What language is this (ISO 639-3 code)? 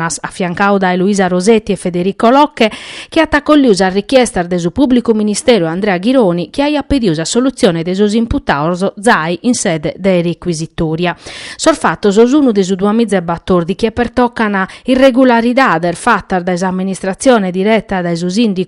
srd